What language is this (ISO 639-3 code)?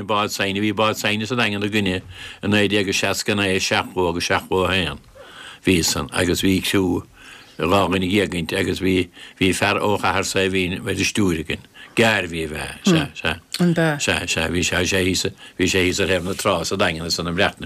gle